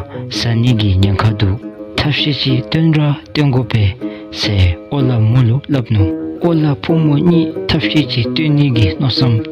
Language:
Dzongkha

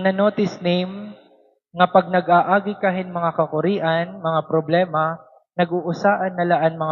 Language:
Waray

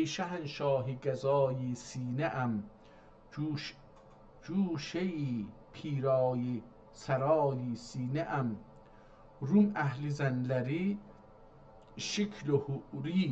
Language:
South Azerbaijani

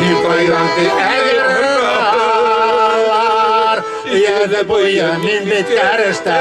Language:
Bashkir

